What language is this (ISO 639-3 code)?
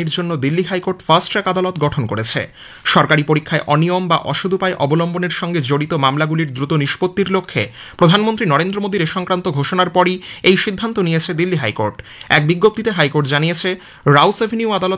ben